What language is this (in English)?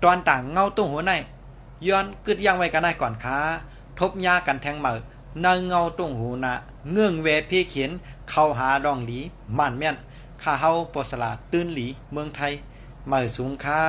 Shan